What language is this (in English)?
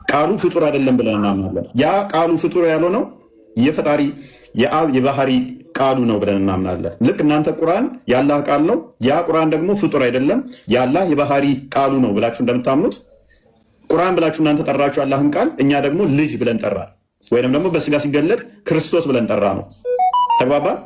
Amharic